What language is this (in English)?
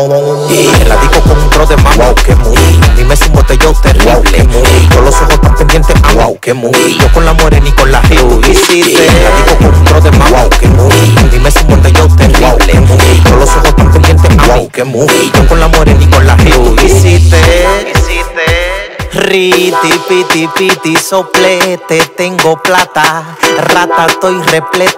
Spanish